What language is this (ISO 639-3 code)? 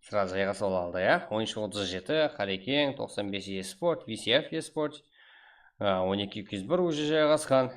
kaa